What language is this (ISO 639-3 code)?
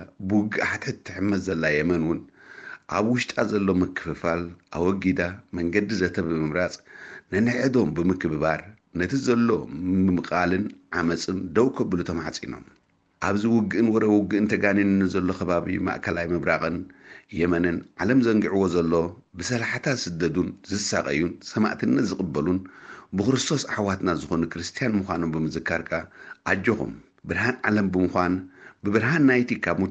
tir